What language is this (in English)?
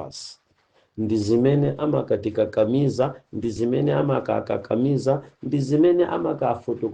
Nyanja